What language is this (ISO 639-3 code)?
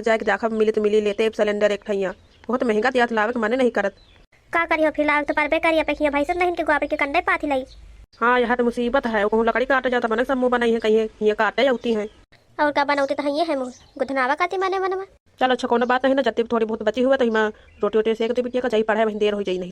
awa